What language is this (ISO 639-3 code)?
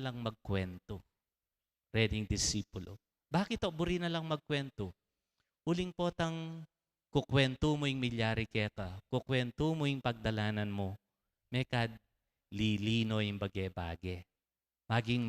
pam